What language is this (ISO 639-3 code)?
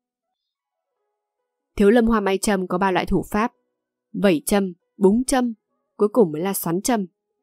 vie